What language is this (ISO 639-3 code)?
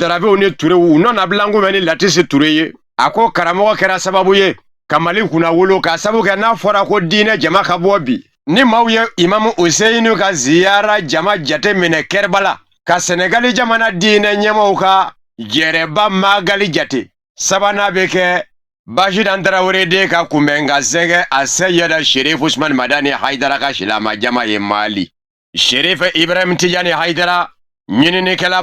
bam